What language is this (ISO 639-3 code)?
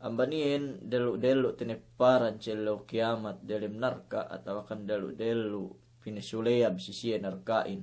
yka